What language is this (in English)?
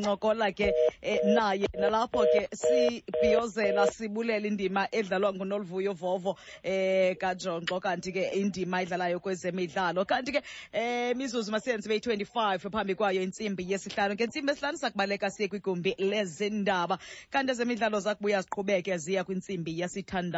Xhosa